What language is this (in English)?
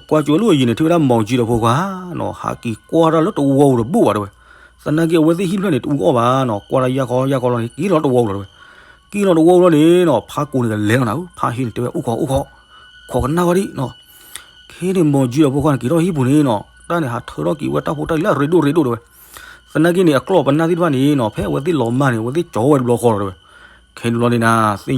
S'gaw Karen